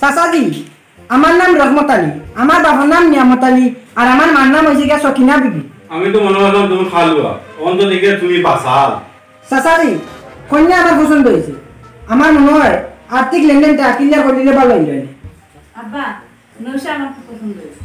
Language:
Sylheti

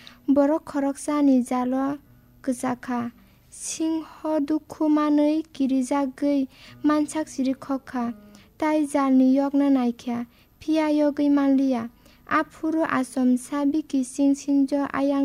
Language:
Kok Borok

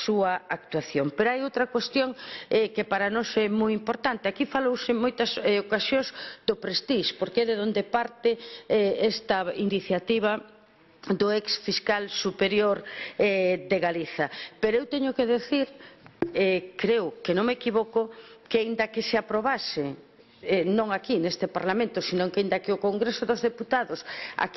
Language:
Galician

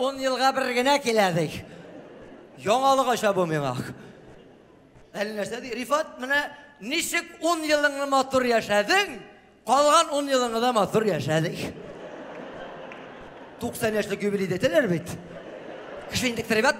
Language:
Tatar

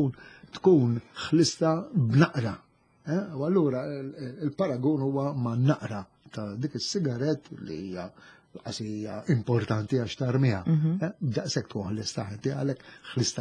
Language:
Maltese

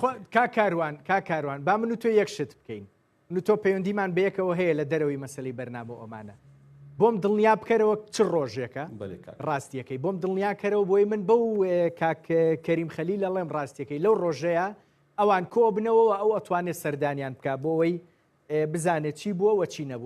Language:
Central Kurdish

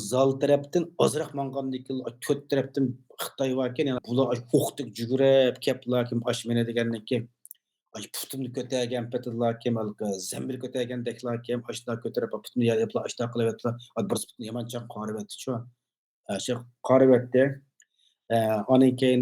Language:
Uyghur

